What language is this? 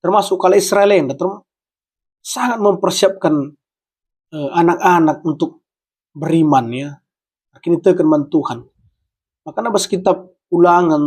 Batak Karo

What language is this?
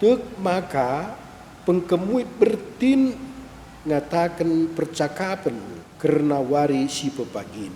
Batak Karo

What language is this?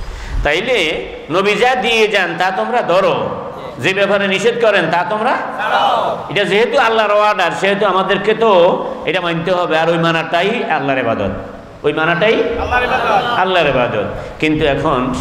Bangla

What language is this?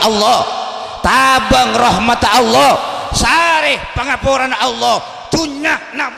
Madurese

